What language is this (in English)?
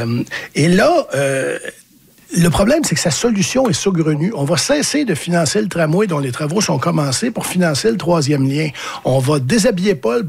French